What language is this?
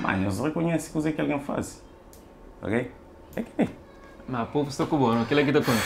Kabuverdianu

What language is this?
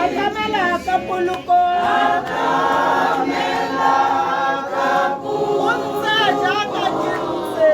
Tswana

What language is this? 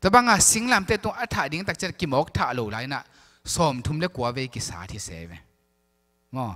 Tedim Chin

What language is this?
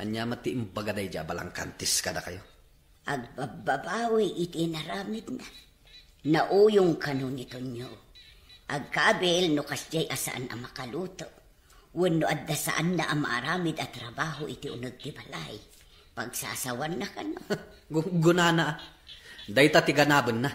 Iloko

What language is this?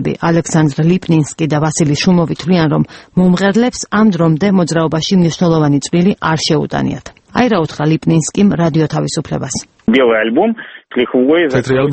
Georgian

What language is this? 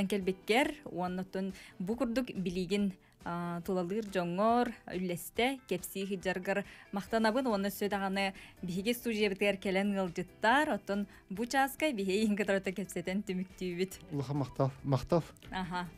Yakut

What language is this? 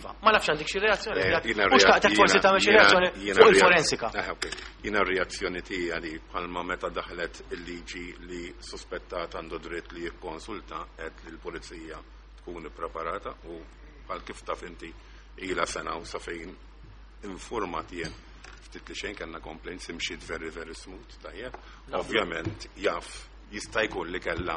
Maltese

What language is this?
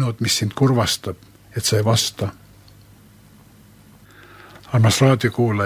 Estonian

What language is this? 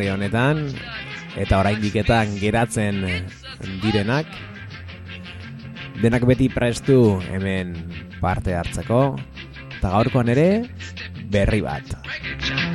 Basque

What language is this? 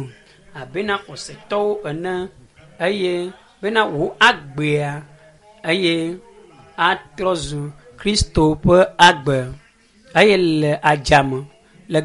Ewe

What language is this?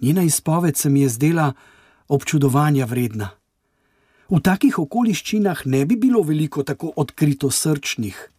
Slovenian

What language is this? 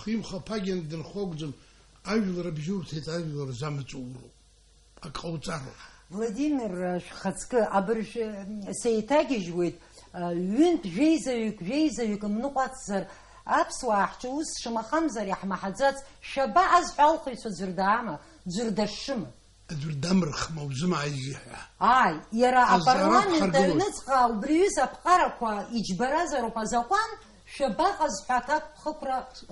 Abkhazian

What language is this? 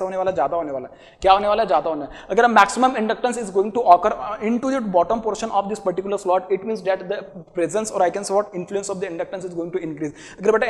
Hindi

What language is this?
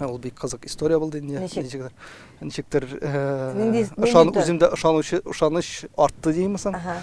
Tatar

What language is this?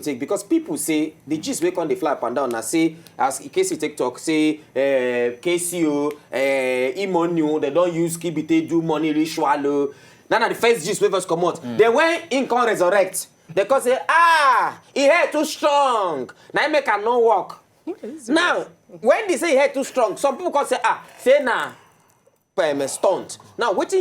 Nigerian Pidgin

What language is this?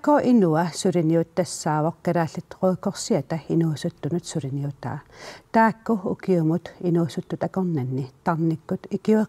Kalaallisut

